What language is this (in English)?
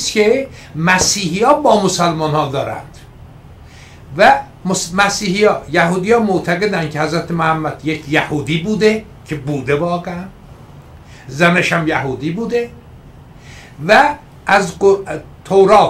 Persian